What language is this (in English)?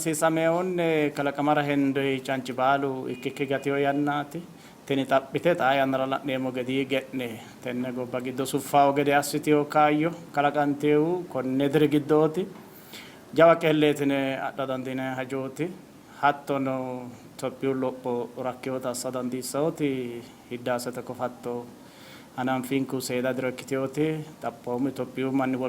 Sidamo